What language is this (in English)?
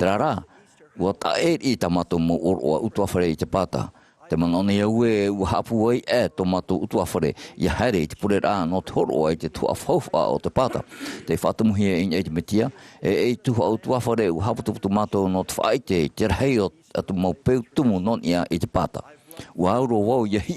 Tahitian